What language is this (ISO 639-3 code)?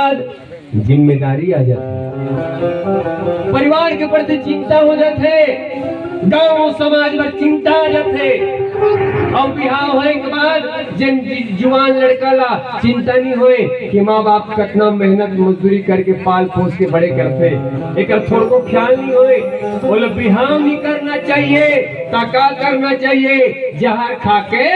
hne